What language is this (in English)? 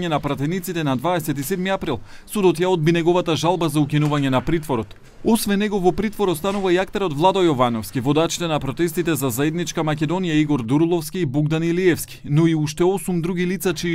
Macedonian